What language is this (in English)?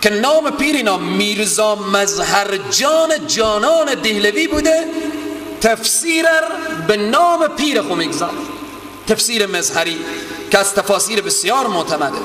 Persian